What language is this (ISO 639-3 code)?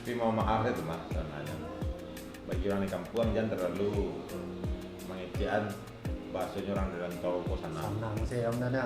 min